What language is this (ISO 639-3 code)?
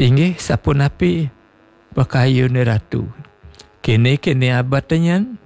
ban